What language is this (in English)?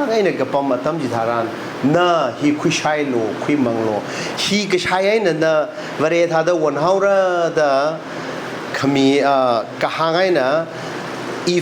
Tangkhul Naga (India)